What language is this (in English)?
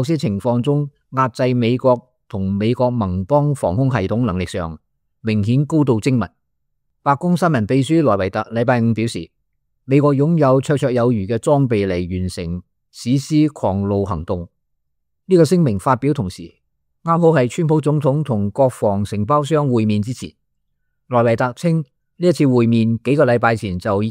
Cantonese